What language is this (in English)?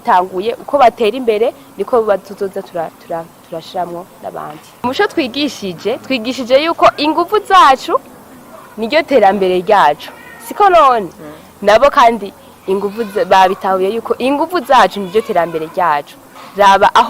Rundi